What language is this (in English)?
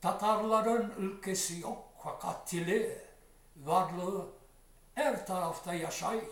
Crimean Tatar